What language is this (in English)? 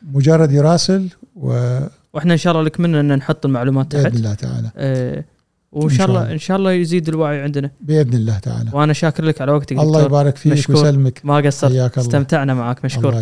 Gulf Arabic